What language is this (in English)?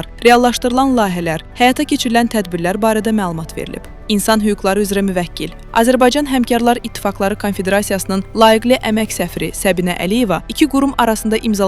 Azerbaijani